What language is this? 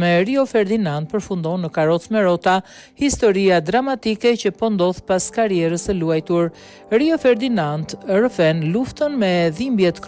Albanian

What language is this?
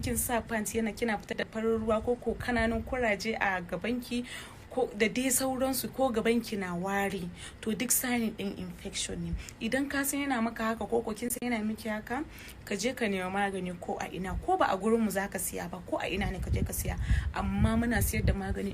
Hausa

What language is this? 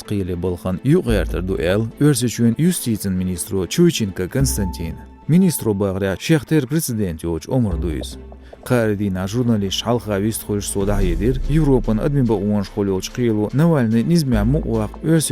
Chechen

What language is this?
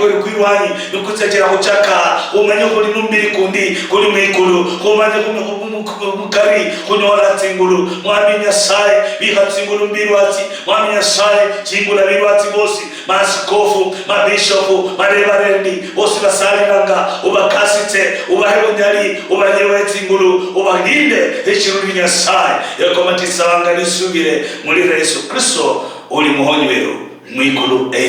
Luyia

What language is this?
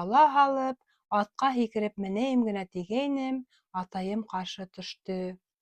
Bashkir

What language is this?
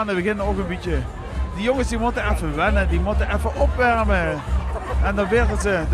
Limburgish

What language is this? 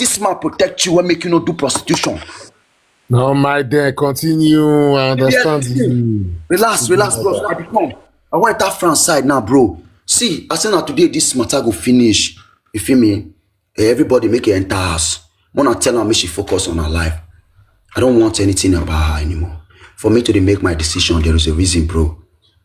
Nigerian Pidgin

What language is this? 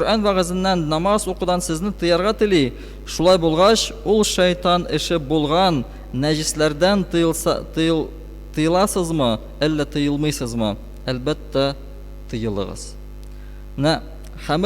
Tatar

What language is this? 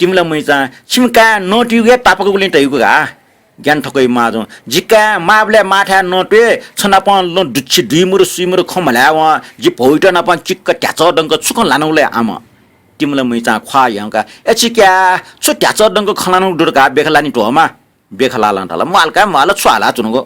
Newari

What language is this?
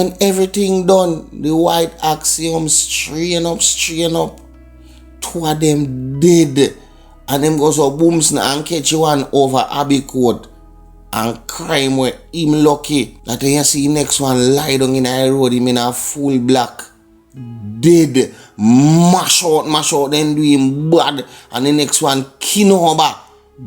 Jamaican Creole English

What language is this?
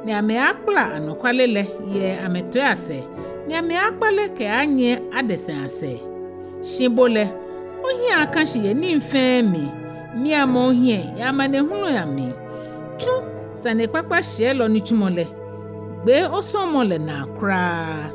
Ga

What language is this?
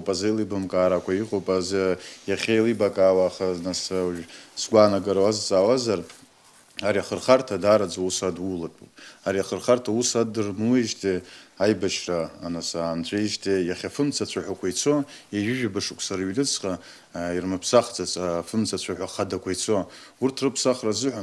Abkhazian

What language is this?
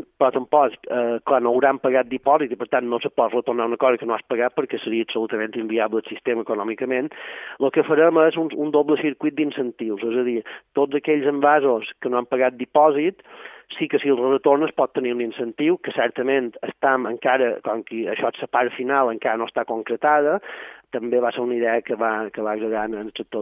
Catalan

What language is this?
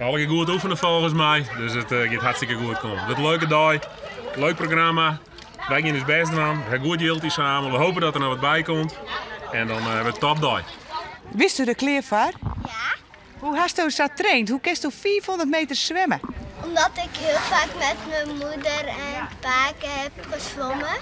Western Frisian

